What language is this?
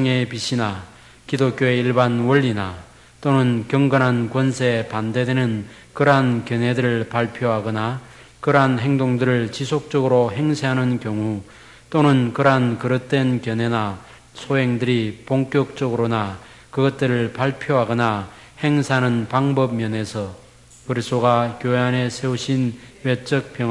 Korean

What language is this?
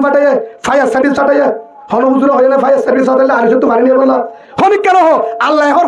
Rohingya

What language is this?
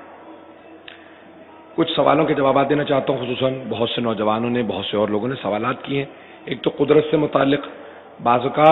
Urdu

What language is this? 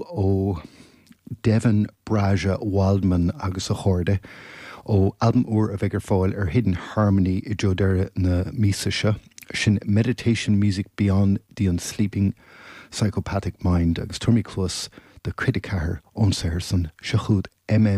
Irish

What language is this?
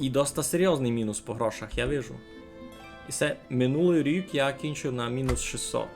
Rusyn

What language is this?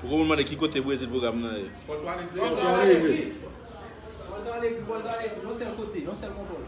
Haitian Creole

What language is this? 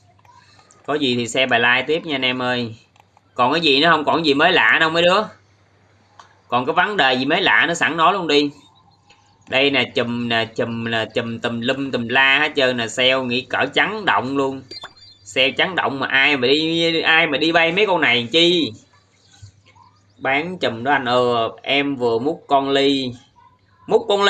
Vietnamese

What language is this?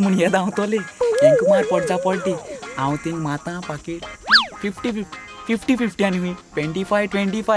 Konkani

